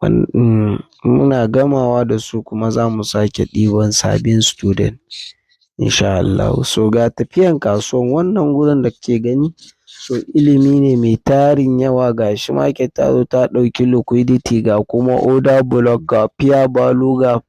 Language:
Hausa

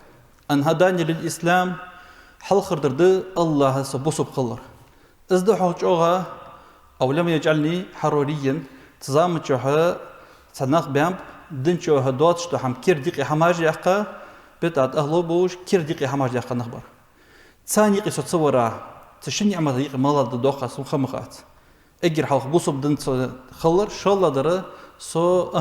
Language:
Ingush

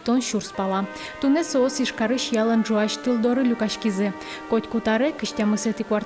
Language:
Udmurt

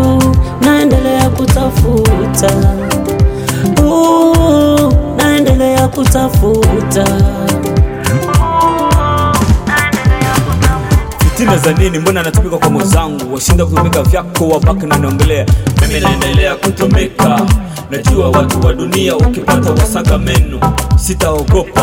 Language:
Swahili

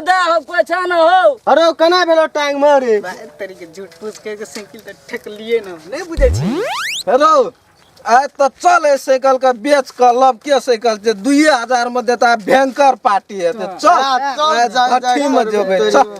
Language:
Maithili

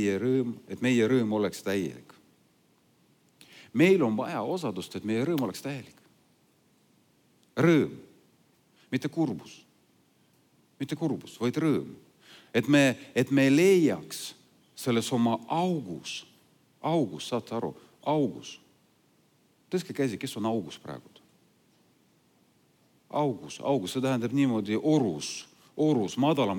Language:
Estonian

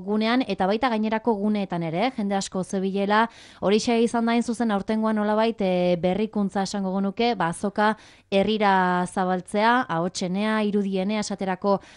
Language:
Basque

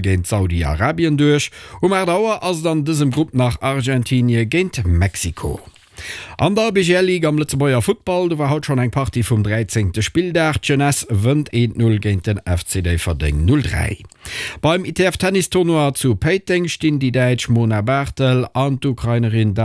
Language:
Luxembourgish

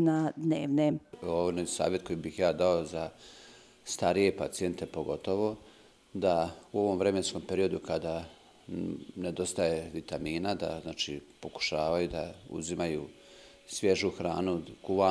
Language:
Bosnian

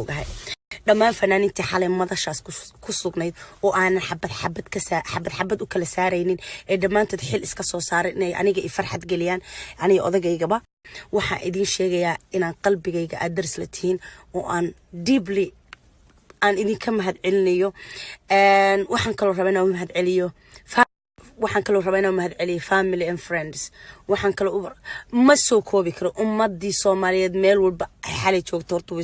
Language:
Somali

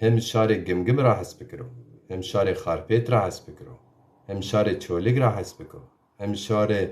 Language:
Zaza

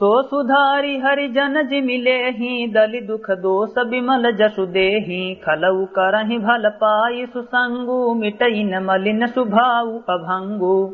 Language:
Awadhi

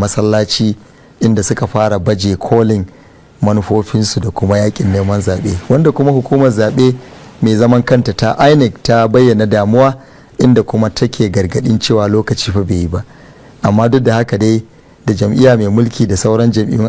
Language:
Hausa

